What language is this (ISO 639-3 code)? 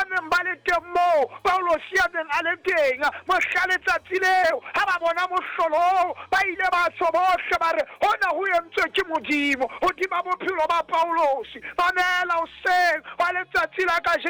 sot